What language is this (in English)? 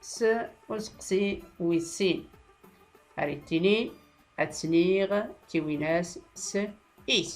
Tachelhit